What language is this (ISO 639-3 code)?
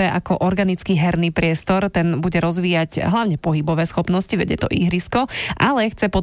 slk